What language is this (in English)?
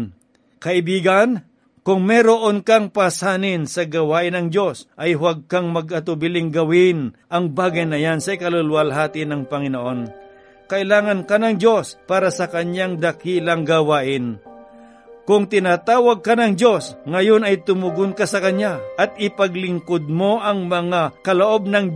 Filipino